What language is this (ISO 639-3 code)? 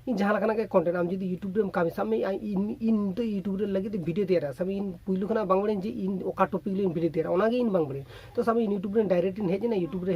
sat